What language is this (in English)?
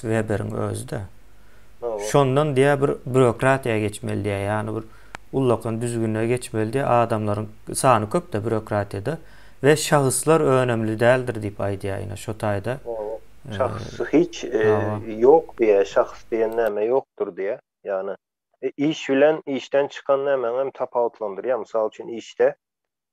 Turkmen